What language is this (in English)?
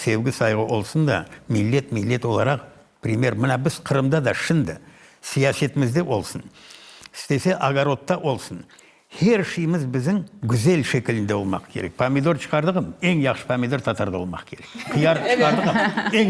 Crimean Tatar